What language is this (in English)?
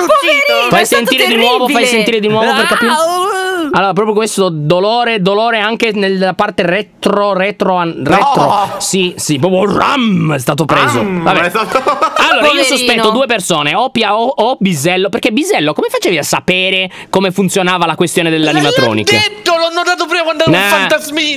Italian